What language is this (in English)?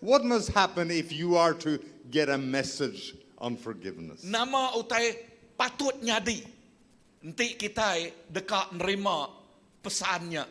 Iban